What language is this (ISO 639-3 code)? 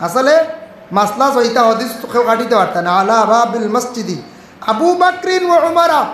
syl